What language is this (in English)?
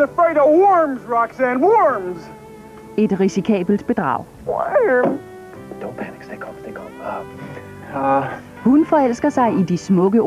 Danish